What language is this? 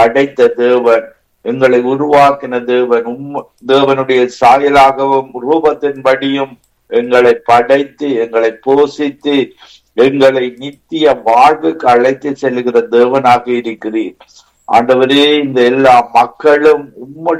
Tamil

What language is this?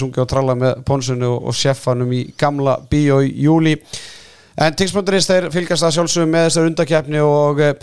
Icelandic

